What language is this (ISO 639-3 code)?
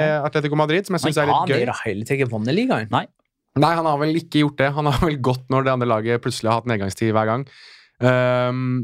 nor